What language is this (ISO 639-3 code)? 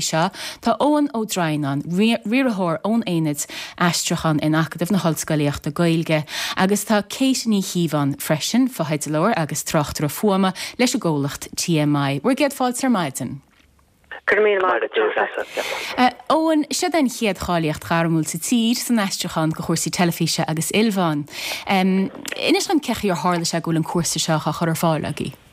gle